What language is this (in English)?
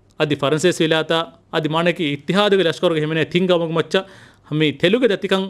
Divehi